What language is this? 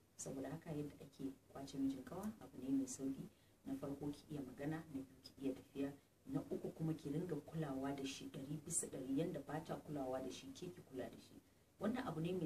Hausa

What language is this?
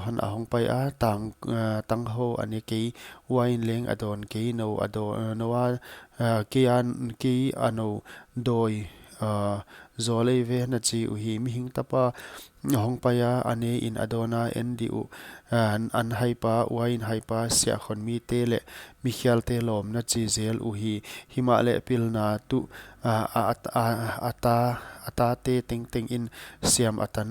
Paite Chin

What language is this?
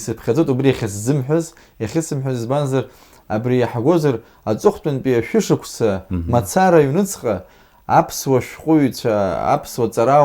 Abkhazian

